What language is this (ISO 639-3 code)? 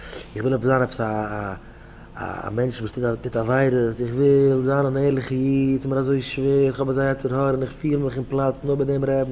yid